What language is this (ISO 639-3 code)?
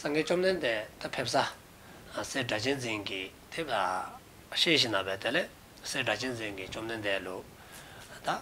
dzo